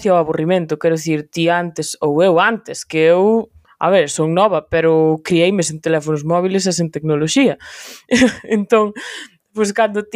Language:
Galician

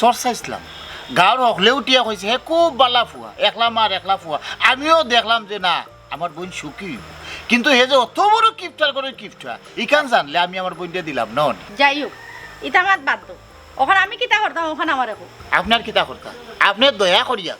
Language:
Sylheti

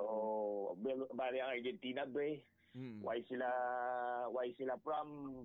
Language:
Hiligaynon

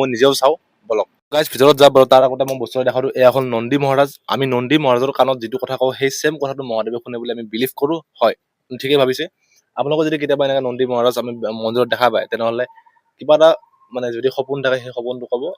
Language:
Assamese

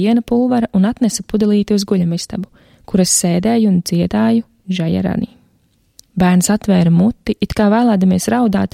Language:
Latvian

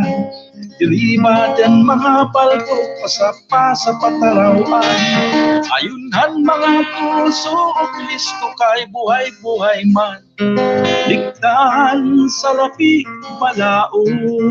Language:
Waray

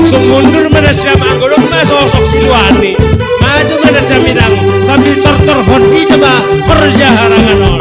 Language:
Batak Simalungun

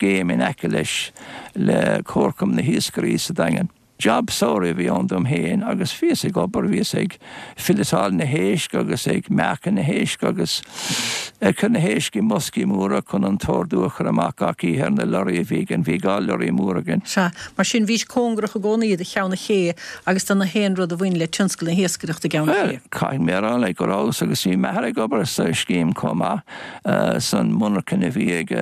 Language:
Irish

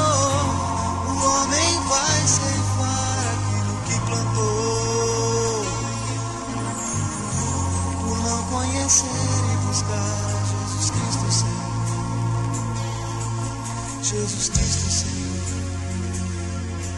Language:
Portuguese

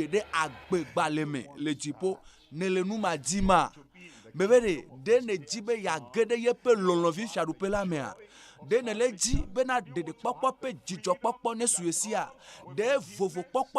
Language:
Ewe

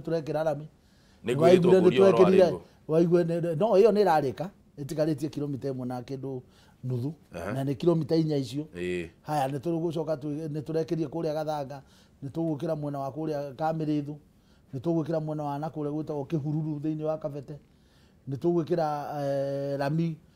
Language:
Kikuyu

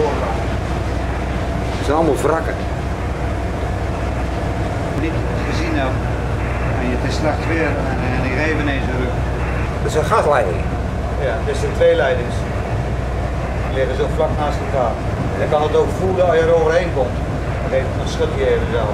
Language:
Dutch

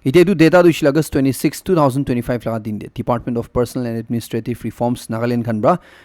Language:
Naga Pidgin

